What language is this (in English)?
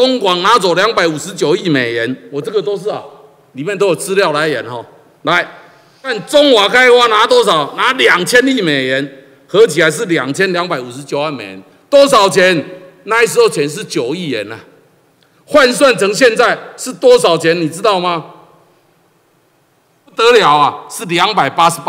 Chinese